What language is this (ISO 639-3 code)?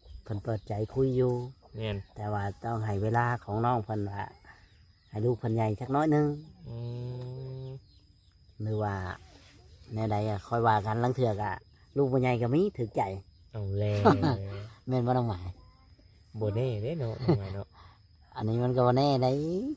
lao